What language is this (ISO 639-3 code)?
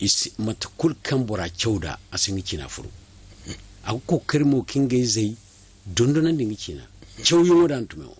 dje